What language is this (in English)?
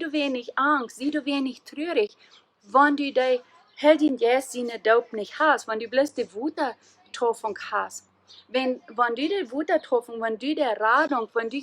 Plautdietsch